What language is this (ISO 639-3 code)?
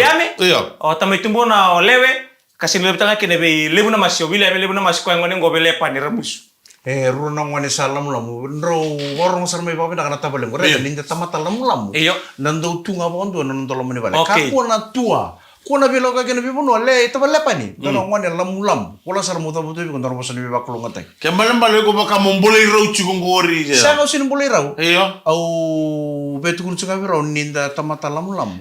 fij